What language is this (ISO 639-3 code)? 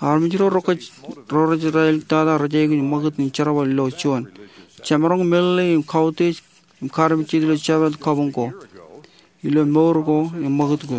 mah